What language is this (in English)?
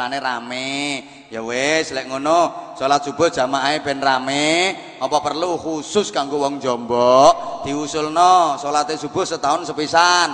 Javanese